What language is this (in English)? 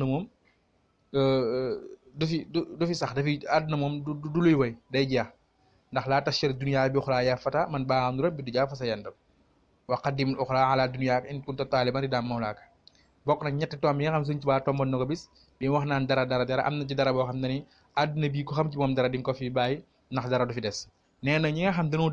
Wolof